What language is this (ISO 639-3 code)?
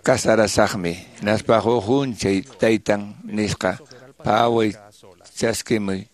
que